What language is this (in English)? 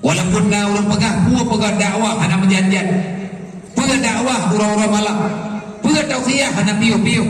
Achinese